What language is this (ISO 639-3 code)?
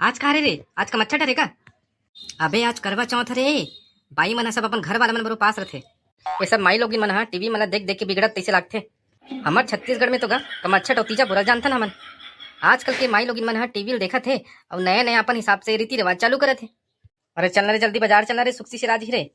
hne